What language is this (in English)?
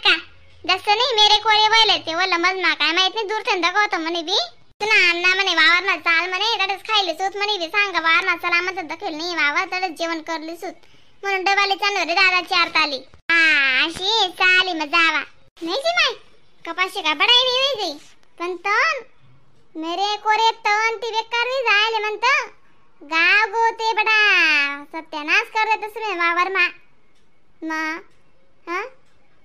Khandesi